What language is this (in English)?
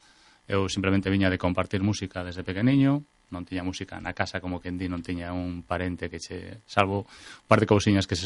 Galician